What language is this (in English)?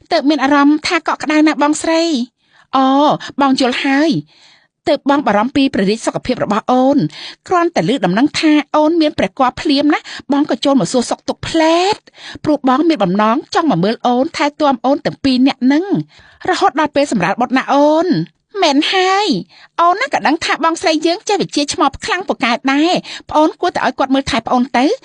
Khmer